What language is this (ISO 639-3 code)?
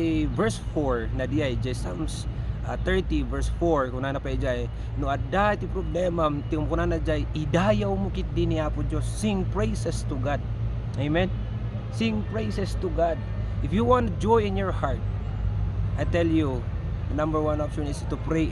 ilo